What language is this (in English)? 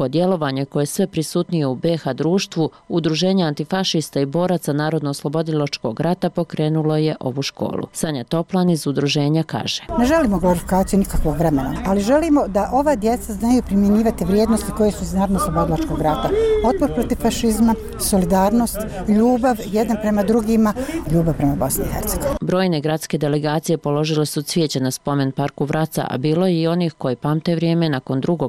Bosnian